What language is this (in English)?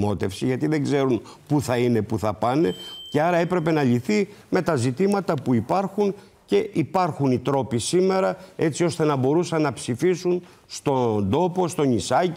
Greek